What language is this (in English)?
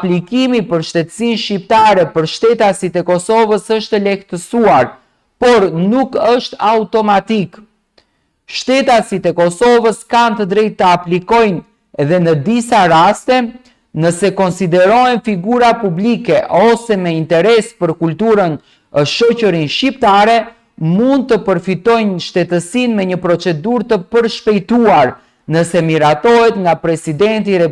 Albanian